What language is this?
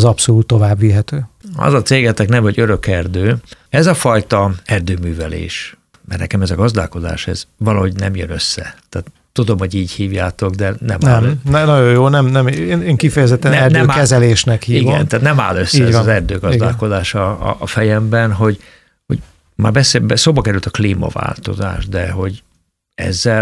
Hungarian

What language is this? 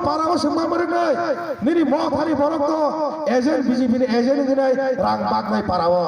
Kok Borok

